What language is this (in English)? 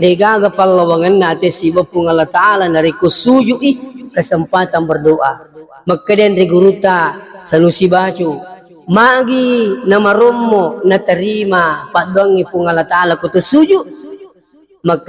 Buginese